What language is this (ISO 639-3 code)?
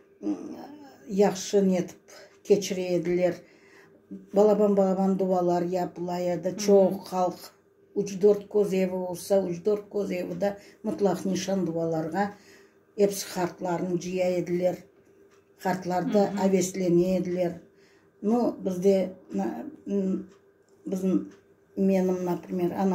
crh